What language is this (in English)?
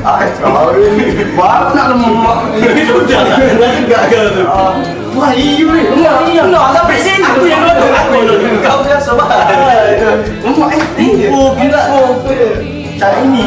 Musi